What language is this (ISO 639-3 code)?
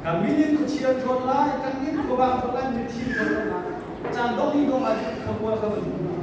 cnh